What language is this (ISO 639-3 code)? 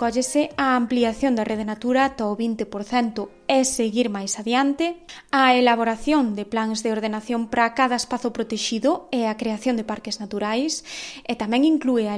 glg